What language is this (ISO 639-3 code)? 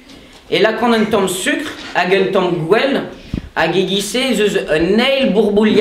bre